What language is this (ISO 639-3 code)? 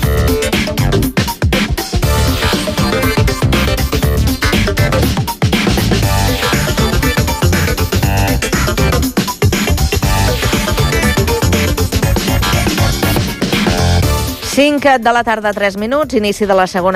cat